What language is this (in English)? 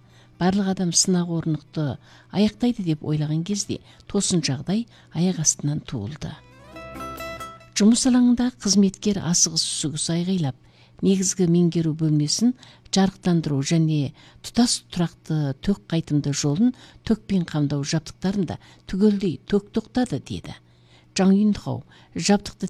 Kazakh